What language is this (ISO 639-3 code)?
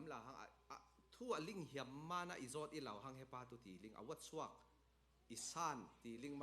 cfm